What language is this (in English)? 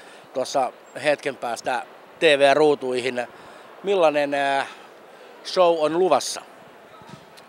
Finnish